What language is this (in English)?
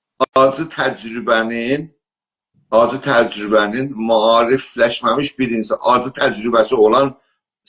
South Azerbaijani